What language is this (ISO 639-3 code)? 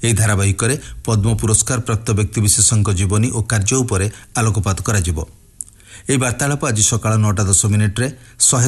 ori